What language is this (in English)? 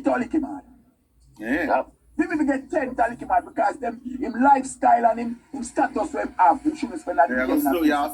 Jamaican Creole English